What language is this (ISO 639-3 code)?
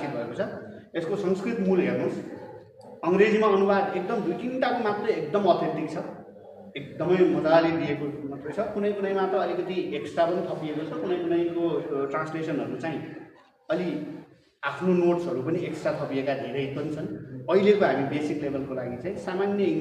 nep